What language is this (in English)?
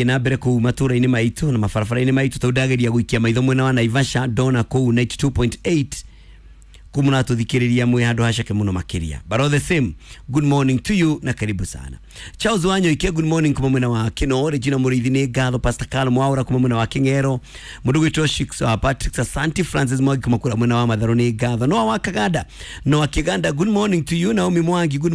Kikuyu